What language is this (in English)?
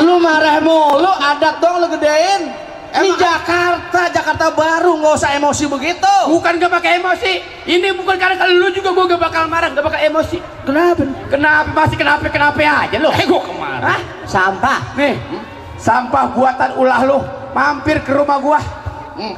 Betawi